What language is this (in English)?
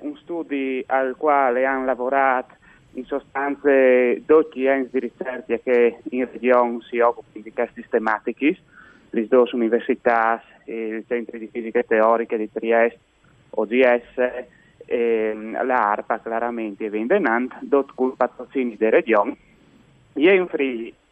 Friulian